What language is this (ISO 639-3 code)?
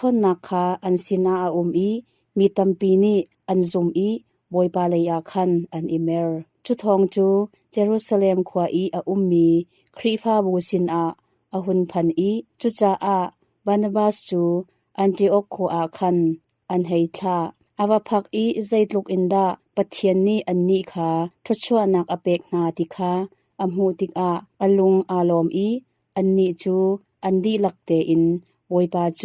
cnh